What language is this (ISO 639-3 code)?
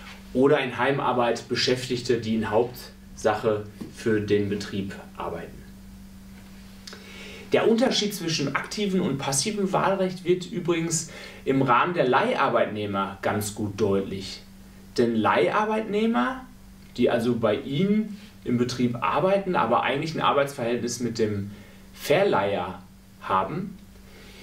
deu